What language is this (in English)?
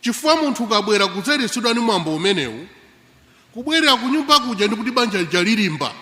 Nyanja